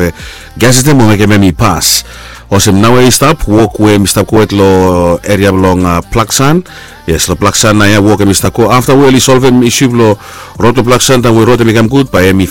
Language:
Bislama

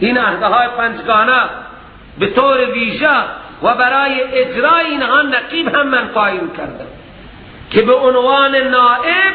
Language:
Persian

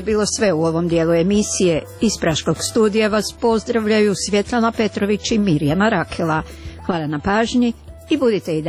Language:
Croatian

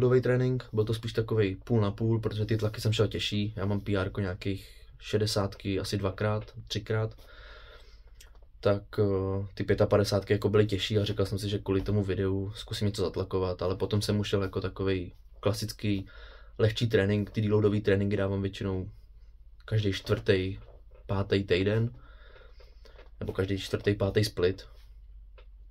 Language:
Czech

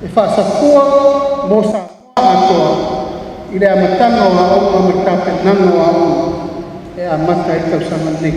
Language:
Samoan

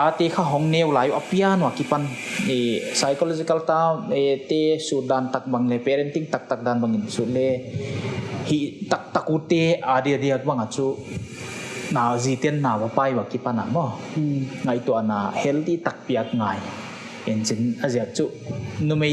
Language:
Paite Chin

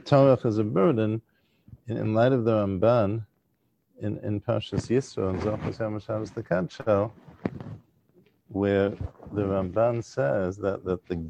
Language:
English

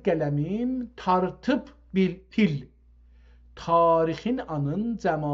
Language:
South Azerbaijani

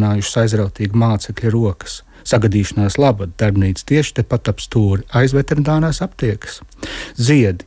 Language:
Latvian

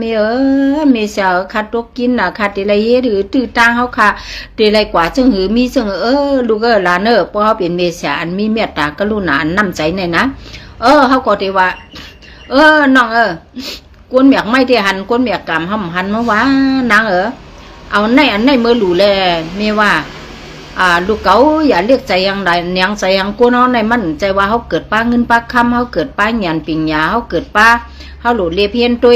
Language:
Shan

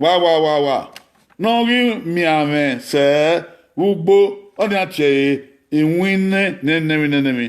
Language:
Bini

